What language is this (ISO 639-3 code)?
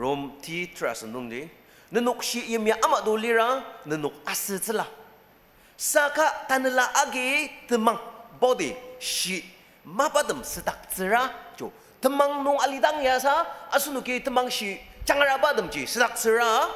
njo